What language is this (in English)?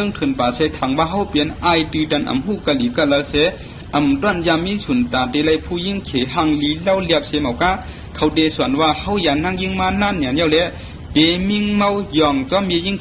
Shan